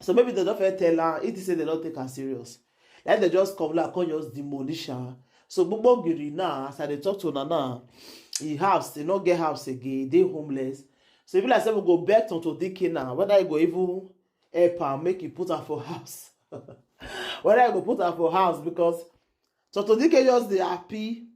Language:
Nigerian Pidgin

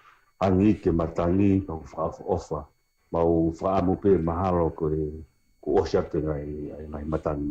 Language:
Tongan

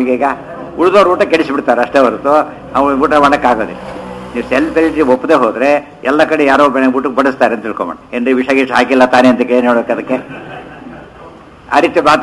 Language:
Kannada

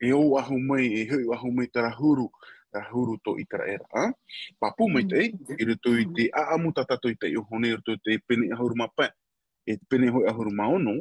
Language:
Tahitian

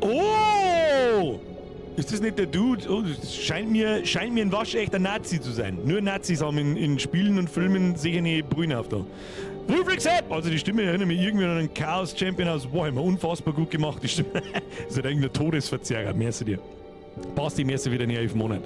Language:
Bavarian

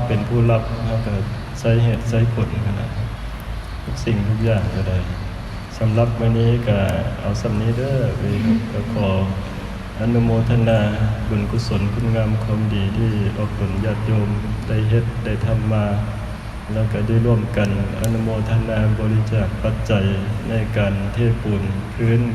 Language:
Northeastern Thai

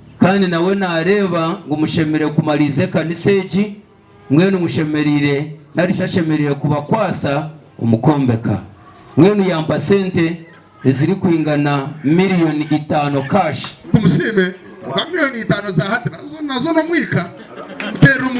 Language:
Nyankole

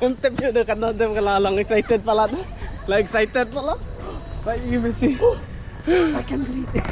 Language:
Khasi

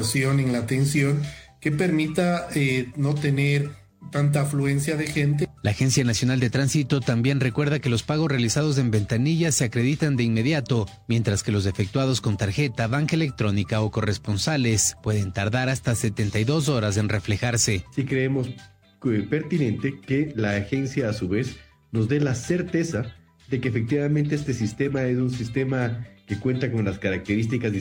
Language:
Spanish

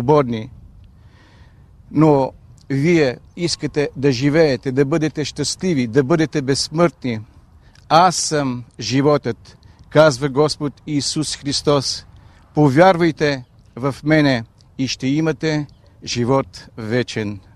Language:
Bulgarian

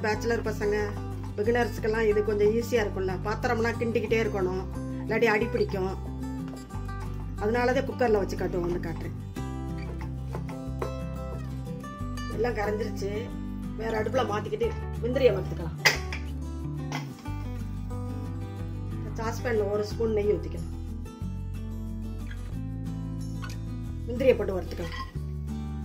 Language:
Tamil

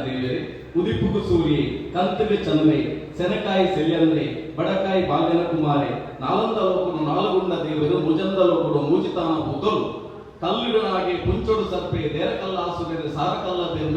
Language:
Tulu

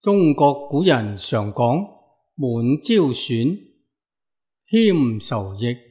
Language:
Cantonese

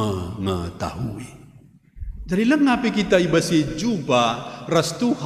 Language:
Batak Karo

